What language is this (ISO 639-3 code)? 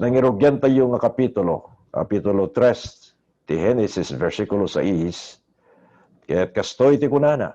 ilo